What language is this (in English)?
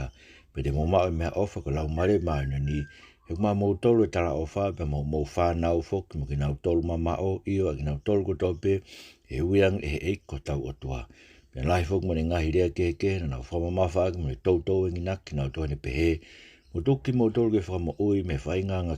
Tongan